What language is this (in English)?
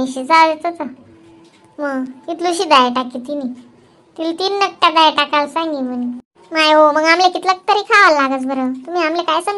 Khandesi